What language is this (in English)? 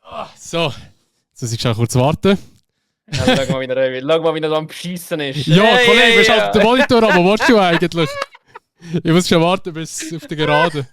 Swiss German